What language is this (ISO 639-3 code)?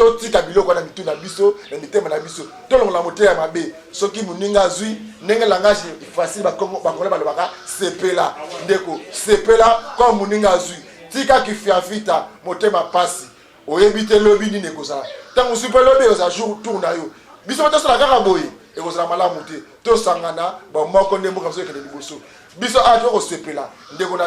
lin